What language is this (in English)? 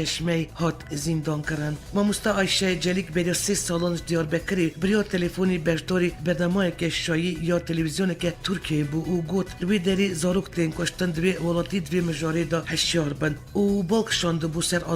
Kurdish